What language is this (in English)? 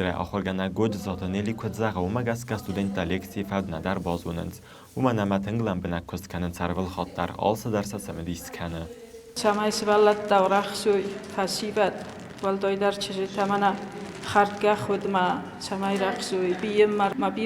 Ossetic